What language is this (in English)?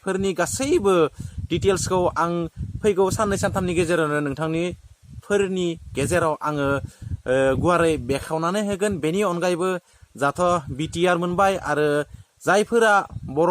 Bodo